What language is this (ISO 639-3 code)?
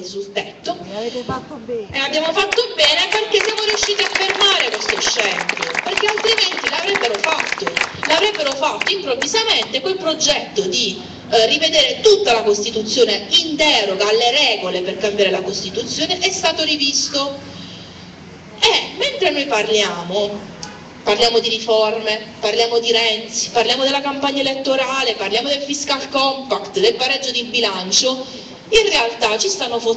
ita